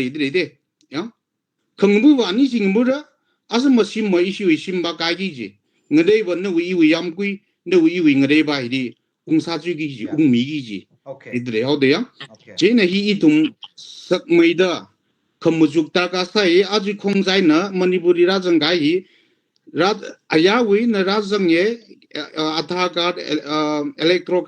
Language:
Tangkhul Naga (India)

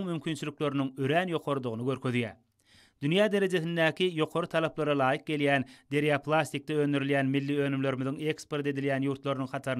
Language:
Turkmen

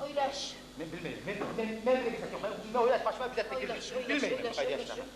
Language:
Kumyk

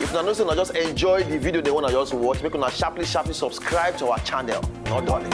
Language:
Nigerian Pidgin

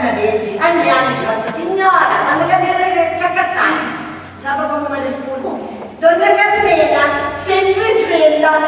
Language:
Sicilian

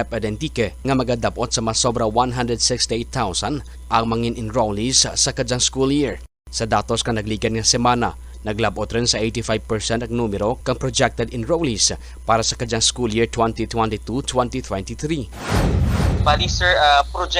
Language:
Kinaray-a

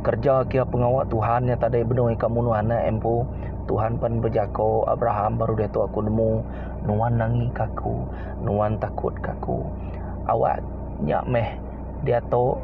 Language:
Iban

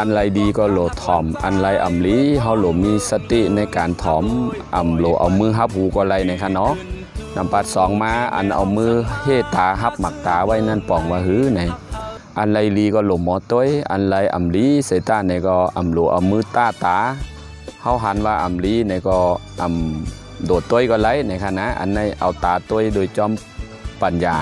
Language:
Shan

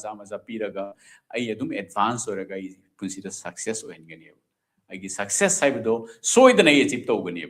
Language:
Manipuri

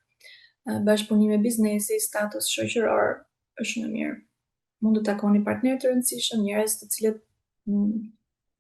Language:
Albanian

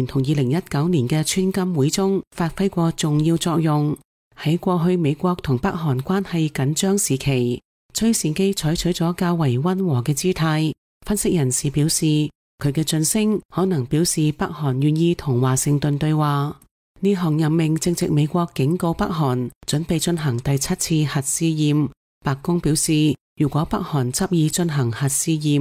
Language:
Cantonese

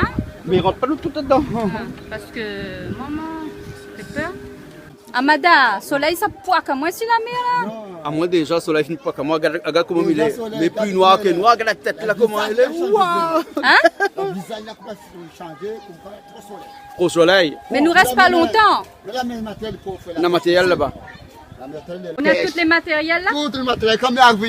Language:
Réunion Creole French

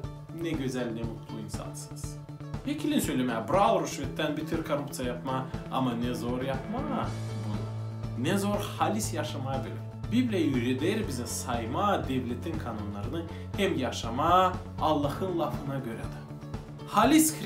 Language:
Gagauz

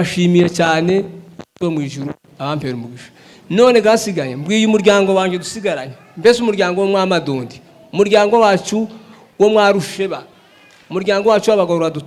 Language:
Rundi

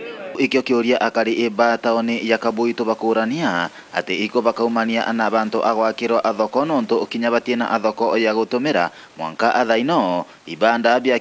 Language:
Meru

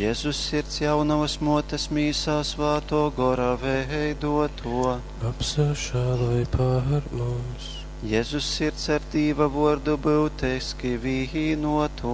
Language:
Latgalian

